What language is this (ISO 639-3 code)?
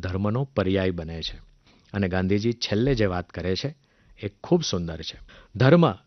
guj